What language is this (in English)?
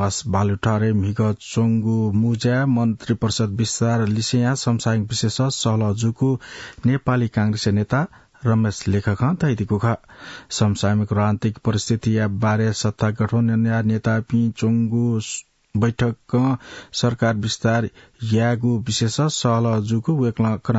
Newari